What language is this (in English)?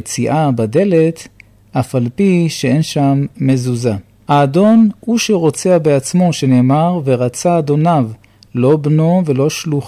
Hebrew